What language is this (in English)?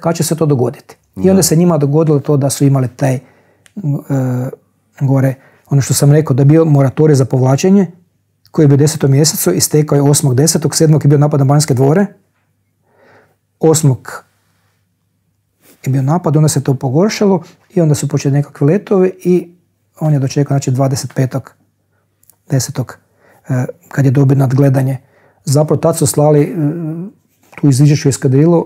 Croatian